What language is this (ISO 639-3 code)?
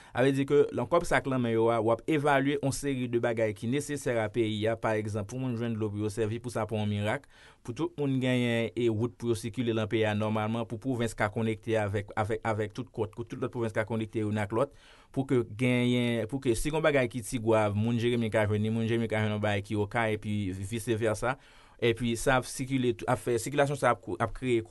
hat